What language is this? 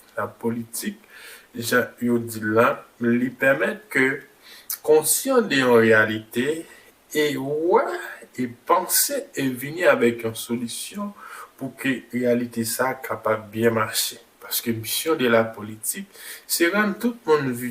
Haitian Creole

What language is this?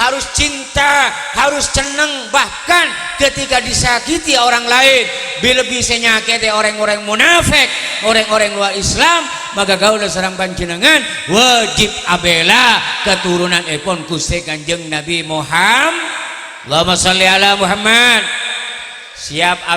Madurese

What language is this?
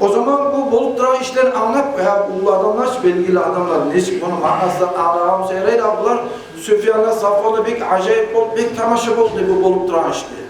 Kumyk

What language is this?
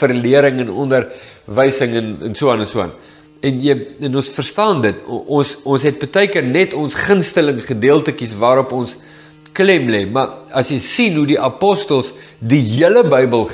Afrikaans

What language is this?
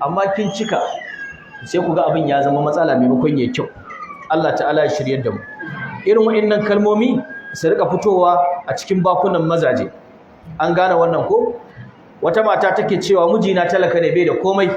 Hausa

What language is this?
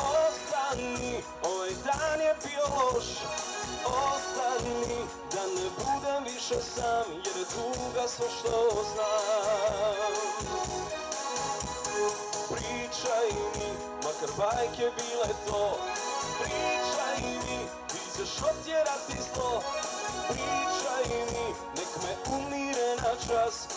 Croatian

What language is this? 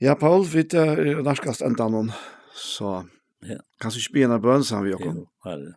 Faroese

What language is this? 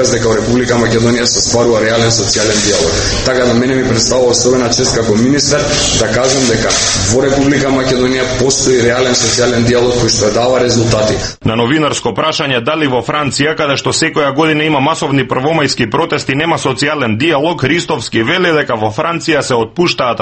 Macedonian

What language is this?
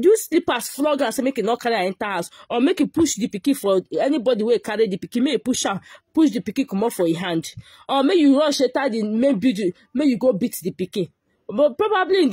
Nigerian Pidgin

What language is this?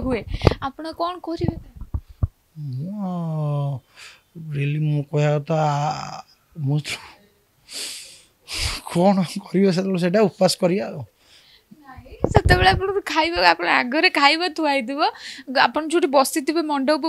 Odia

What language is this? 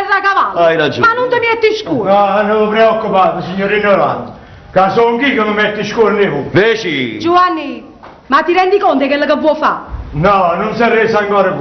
Neapolitan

